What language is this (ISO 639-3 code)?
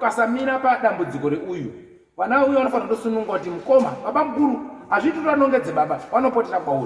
sna